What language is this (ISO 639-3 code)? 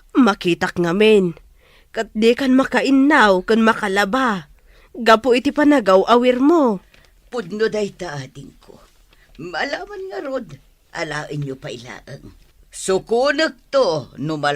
ilo